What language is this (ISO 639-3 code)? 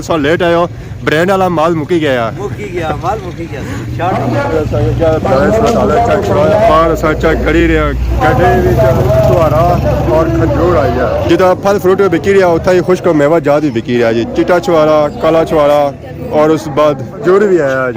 phr